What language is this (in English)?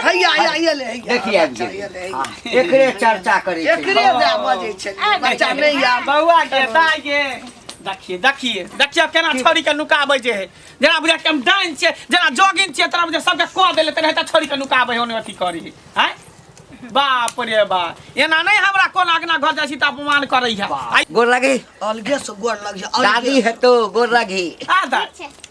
Maithili